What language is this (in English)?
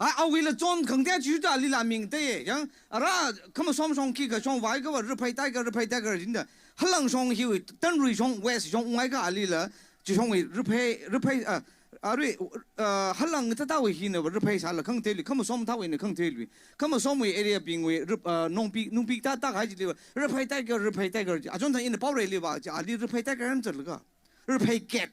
Tangkhul Naga (India)